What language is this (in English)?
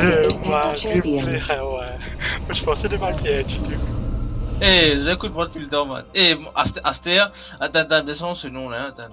Morisyen